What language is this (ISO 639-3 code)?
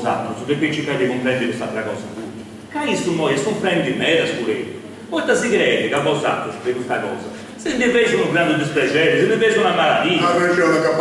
srd